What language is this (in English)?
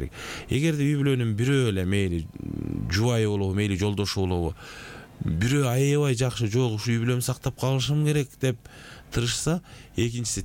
Kyrgyz